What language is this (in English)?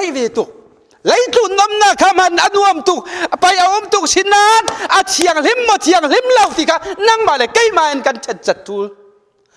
Falam Chin